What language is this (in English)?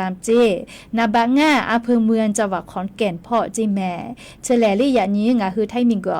Lahu